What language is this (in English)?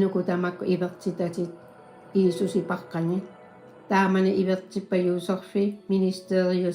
Kalaallisut